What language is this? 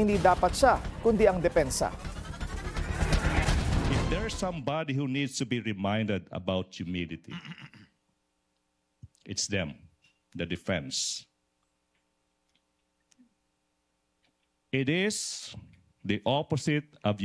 Filipino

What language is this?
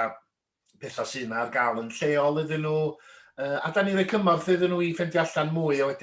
Welsh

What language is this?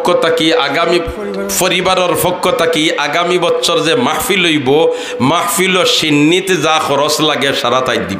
Sylheti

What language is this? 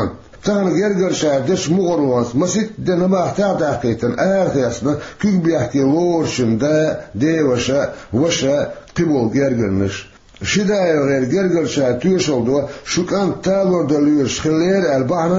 Chechen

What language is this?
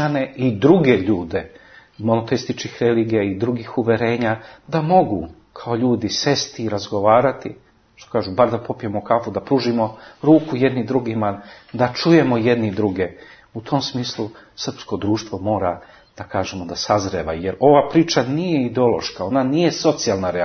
Serbian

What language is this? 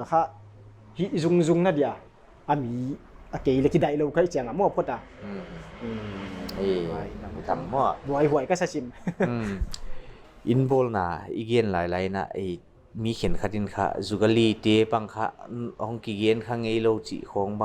Paite Chin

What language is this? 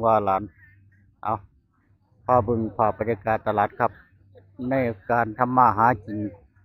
Northeastern Thai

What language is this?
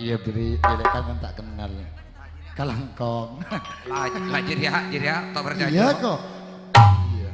Madurese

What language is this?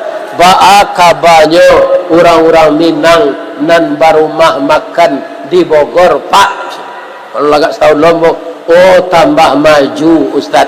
Minangkabau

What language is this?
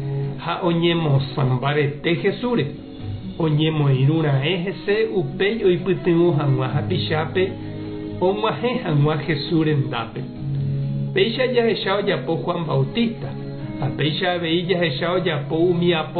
Guarani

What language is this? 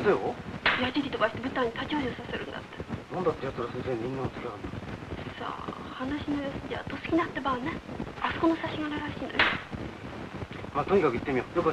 Japanese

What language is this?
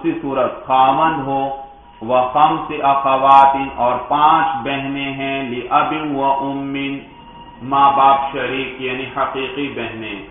Urdu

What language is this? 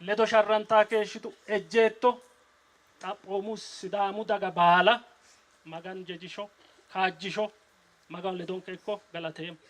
Sidamo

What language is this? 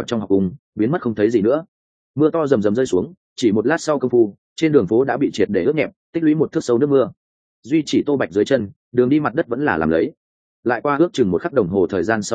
Vietnamese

